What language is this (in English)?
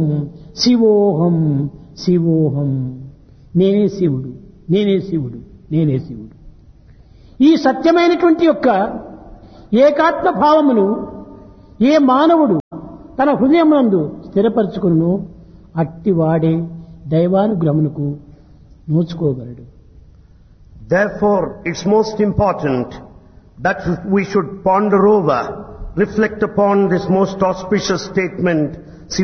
Telugu